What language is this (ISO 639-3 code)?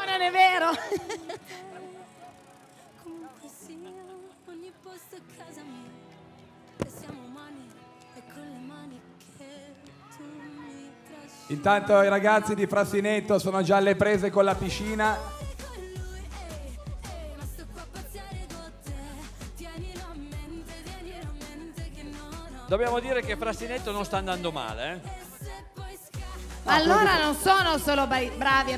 ita